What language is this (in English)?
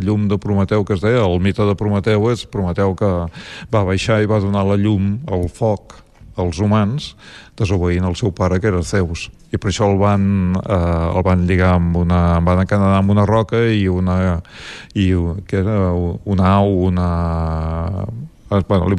Catalan